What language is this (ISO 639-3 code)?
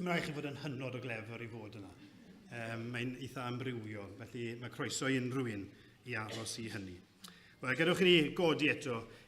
cym